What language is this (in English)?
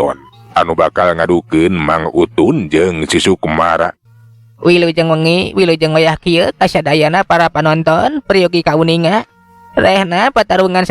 Sundanese